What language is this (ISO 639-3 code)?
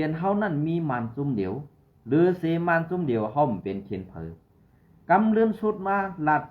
shn